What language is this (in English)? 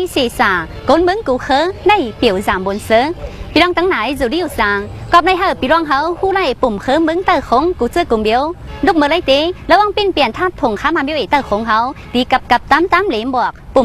Tai Nüa